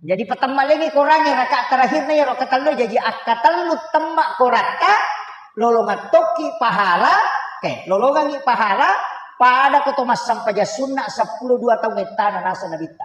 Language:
Buginese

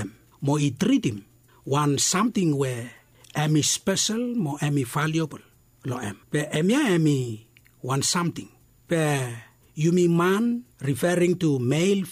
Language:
Bislama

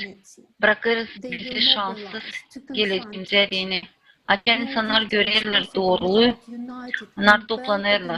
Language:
Gagauz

